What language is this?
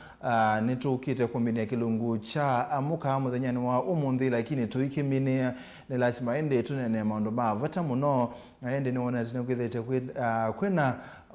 Kamba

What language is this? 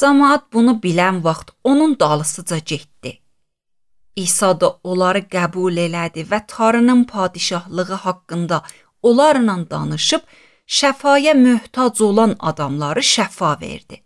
Azerbaijani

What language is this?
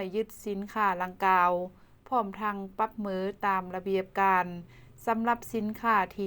Lao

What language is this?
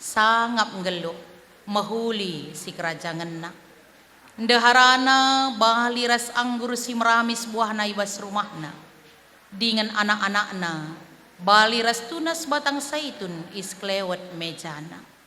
Batak Karo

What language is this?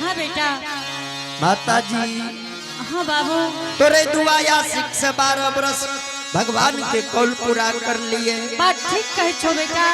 Angika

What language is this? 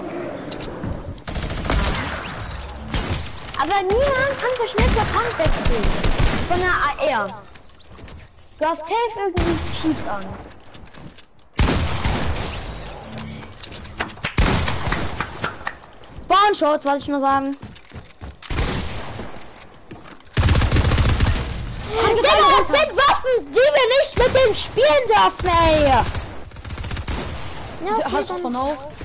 German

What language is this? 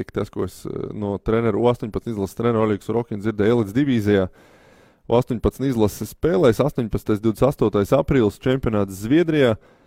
Latvian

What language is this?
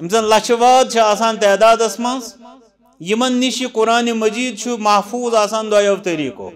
Kashmiri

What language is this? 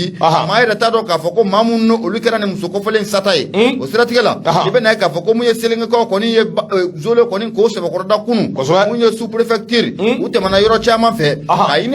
Bambara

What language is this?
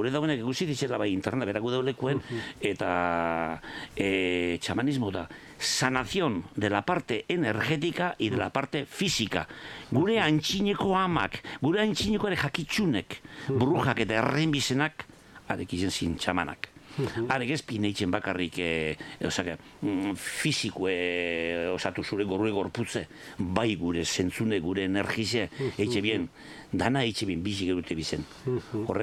Basque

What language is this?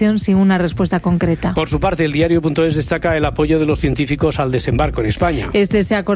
Spanish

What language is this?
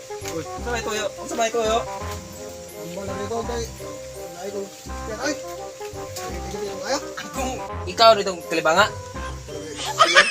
Cebuano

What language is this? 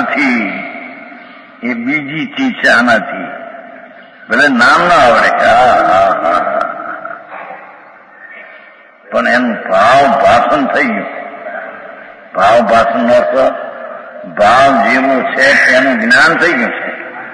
Gujarati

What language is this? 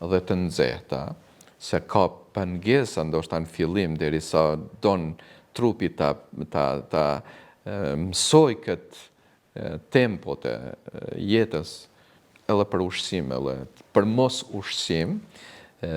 Albanian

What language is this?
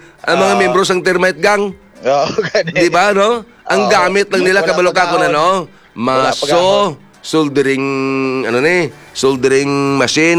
Hiligaynon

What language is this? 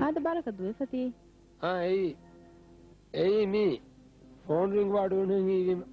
Divehi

